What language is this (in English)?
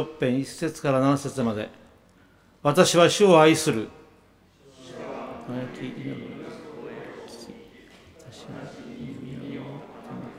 Japanese